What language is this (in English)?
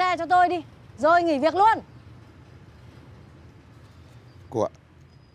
Vietnamese